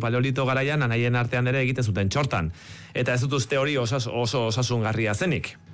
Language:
Basque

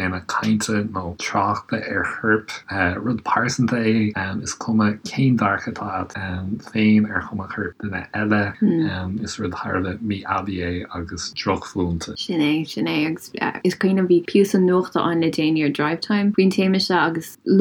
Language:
Irish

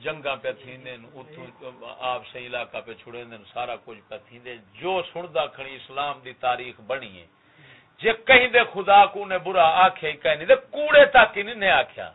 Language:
Saraiki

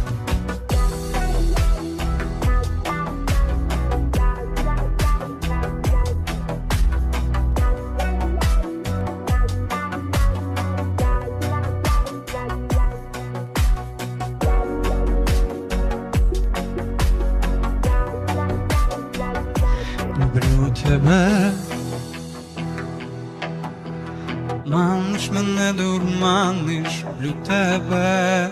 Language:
Ukrainian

